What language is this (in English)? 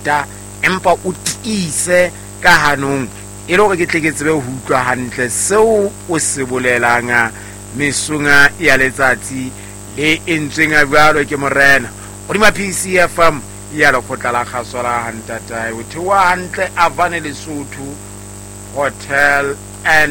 Southern Sotho